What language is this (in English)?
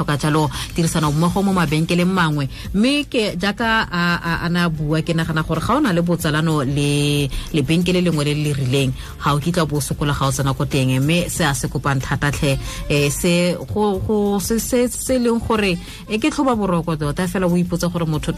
Tswana